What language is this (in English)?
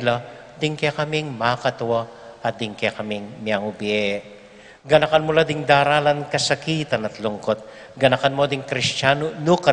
Pampanga